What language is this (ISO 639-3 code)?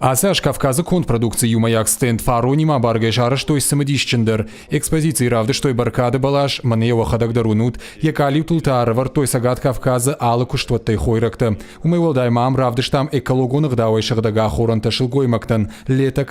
oss